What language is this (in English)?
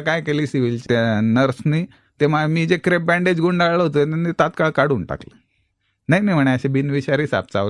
Marathi